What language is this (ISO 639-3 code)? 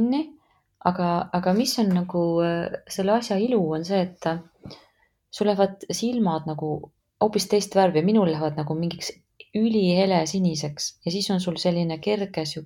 est